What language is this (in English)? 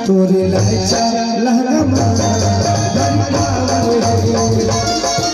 Chhattisgarhi